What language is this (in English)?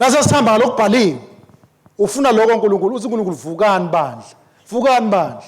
Swati